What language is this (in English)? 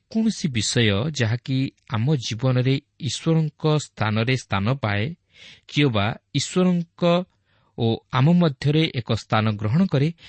Odia